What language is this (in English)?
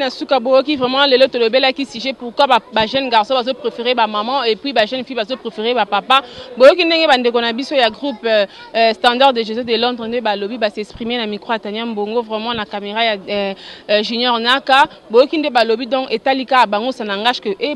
Lingala